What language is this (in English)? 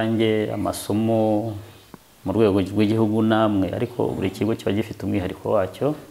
Kinyarwanda